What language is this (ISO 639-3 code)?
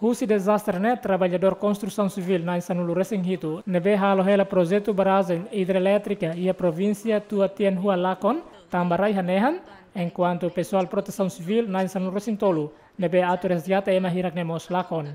tet